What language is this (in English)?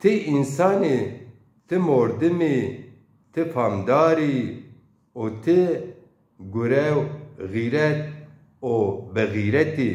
Zaza